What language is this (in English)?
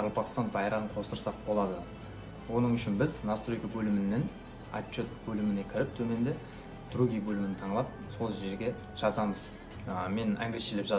Kara-Kalpak